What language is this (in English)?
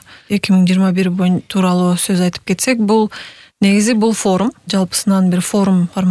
Kyrgyz